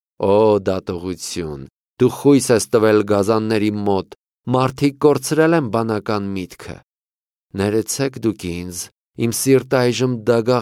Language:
Armenian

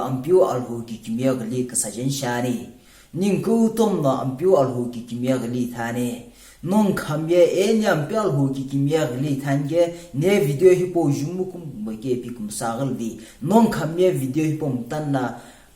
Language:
Sumi Naga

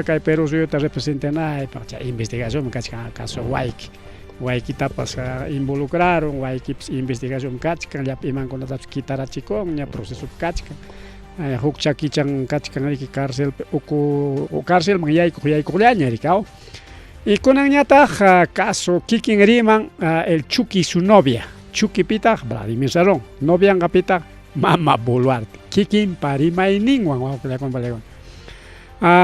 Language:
Ayacucho Quechua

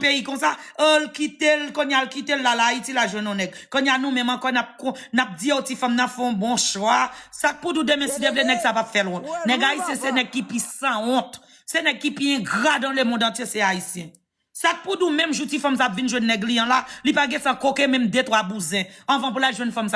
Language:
Haitian Creole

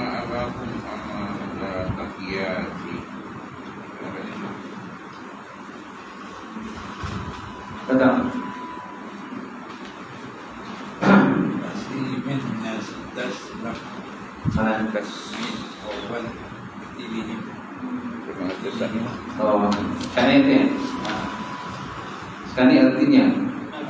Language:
Malay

